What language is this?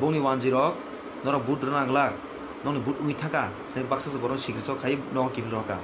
Kok Borok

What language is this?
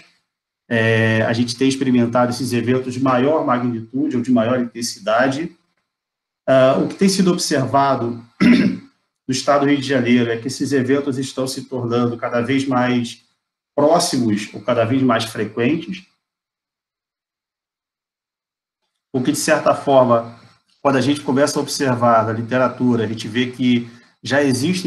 Portuguese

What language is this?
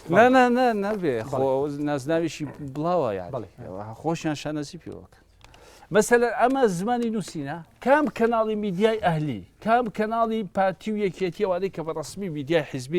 Central Kurdish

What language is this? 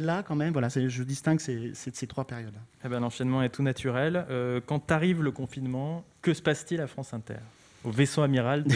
French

